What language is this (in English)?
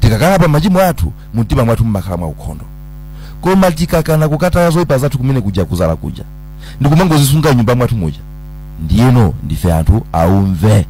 Nyanja